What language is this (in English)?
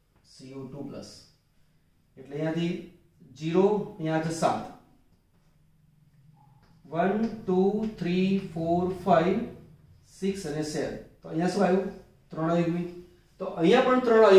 Gujarati